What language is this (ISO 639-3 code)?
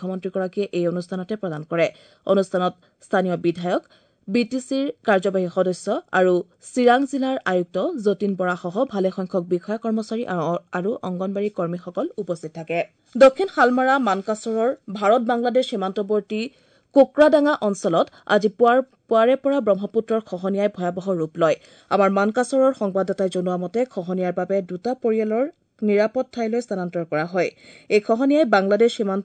asm